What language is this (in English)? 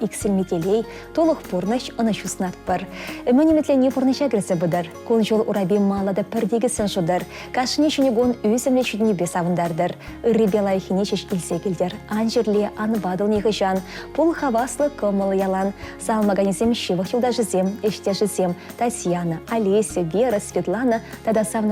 Chuvash